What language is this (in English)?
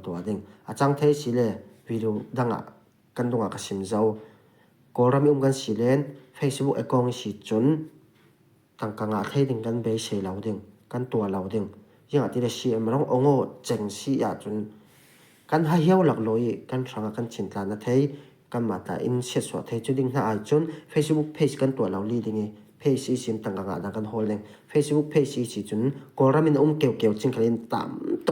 Falam Chin